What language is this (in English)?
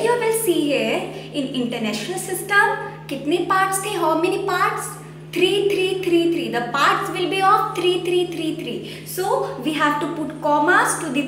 English